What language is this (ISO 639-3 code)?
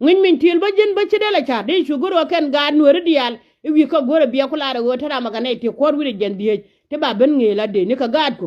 nus